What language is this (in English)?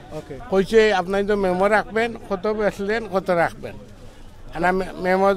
Sylheti